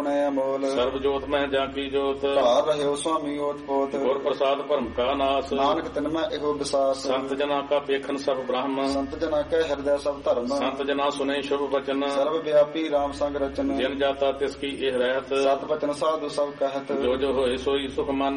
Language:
Punjabi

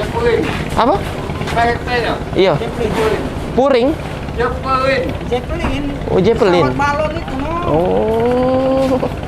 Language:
Musi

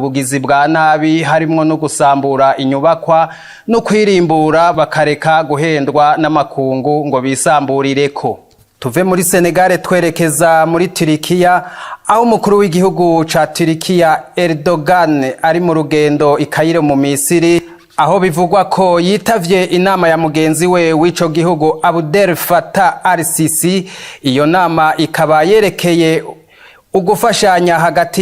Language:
Rundi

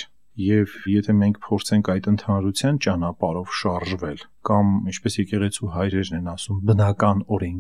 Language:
Armenian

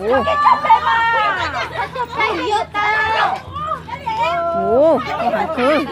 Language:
Hmong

